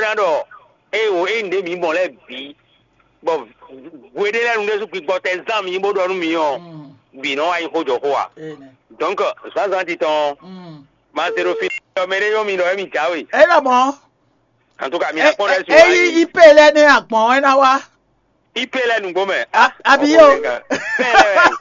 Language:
Fon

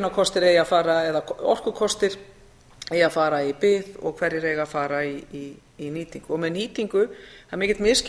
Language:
Icelandic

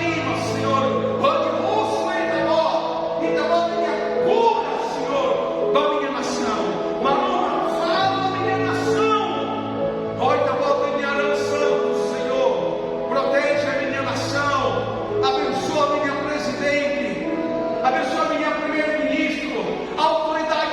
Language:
Tetum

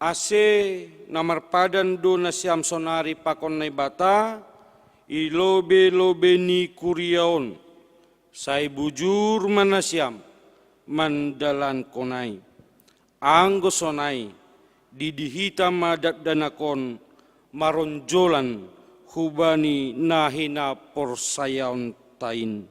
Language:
Batak Simalungun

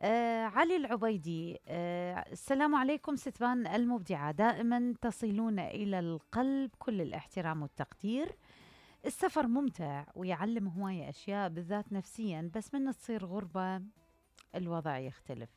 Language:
Mesopotamian Arabic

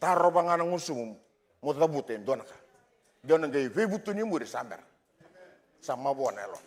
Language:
Fijian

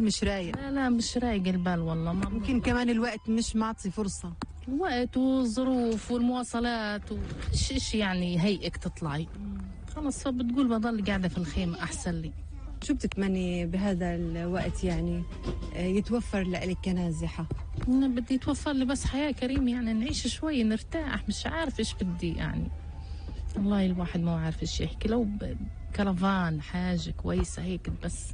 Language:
North Levantine Arabic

